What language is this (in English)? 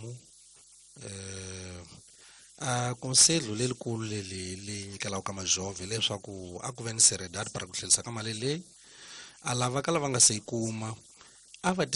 Tsonga